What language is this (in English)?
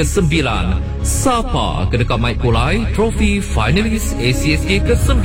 Iban